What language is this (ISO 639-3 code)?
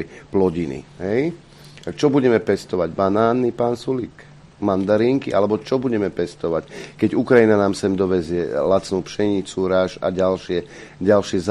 slk